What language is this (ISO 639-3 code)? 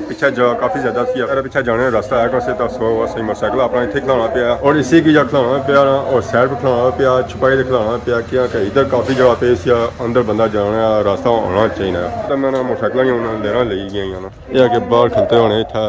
phr